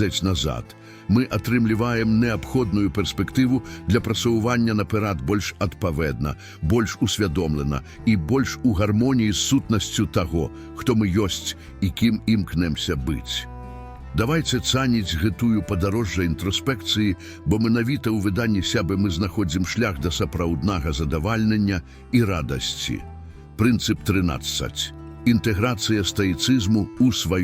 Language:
Belarusian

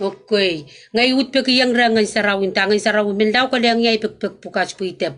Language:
Pohnpeian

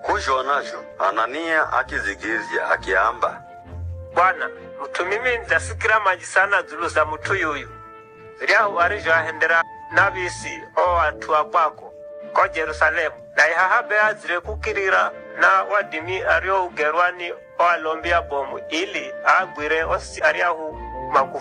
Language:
Giryama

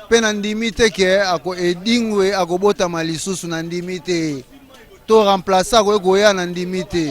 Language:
Lingala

